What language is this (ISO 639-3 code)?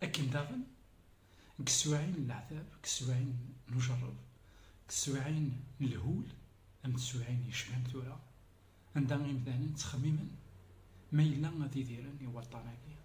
kab